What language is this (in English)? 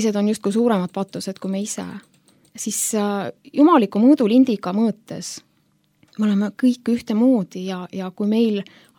Estonian